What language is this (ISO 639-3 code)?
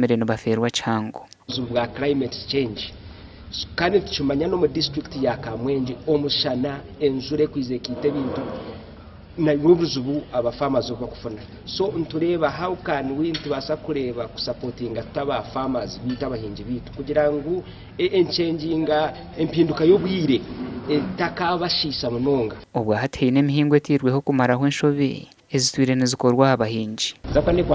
nyn